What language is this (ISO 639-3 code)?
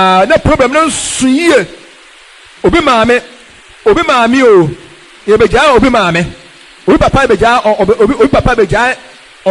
aka